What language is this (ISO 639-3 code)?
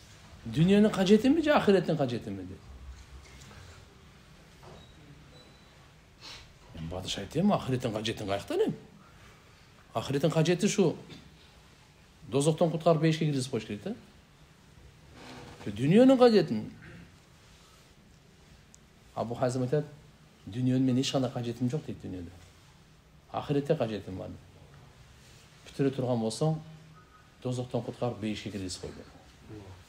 kir